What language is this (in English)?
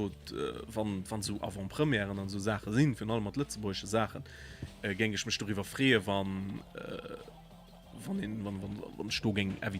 Luxembourgish